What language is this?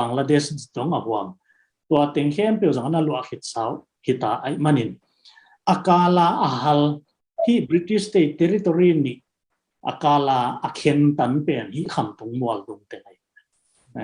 Tedim Chin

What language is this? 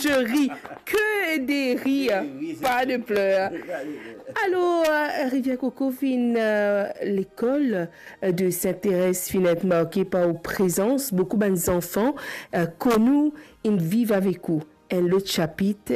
Morisyen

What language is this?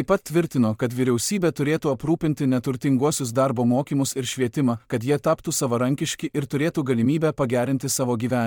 Lithuanian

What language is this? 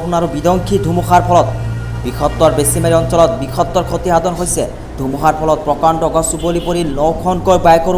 Assamese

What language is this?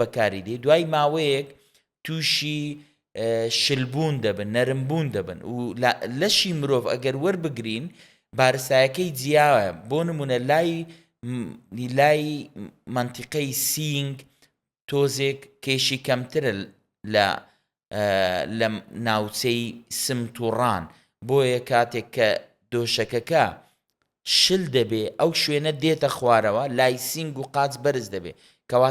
Central Kurdish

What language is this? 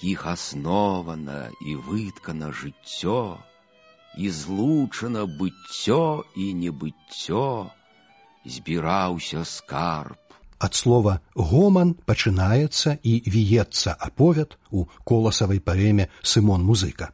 Belarusian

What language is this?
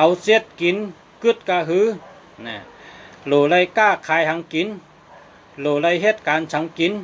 Shan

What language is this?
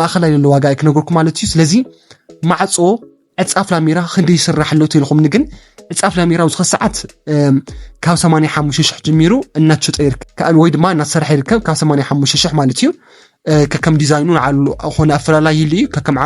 Tigrinya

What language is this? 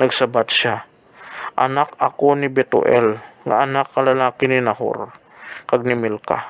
Hiligaynon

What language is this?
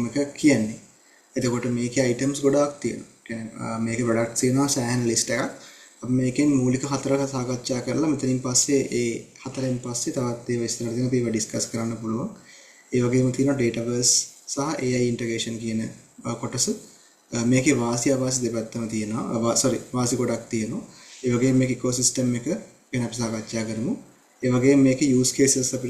Sinhala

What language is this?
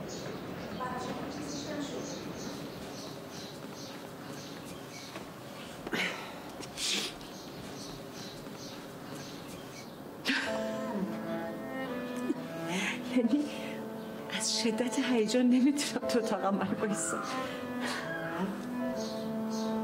Persian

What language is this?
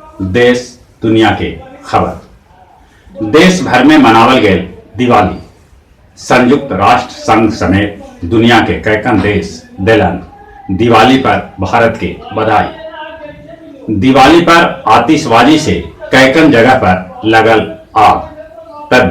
Magahi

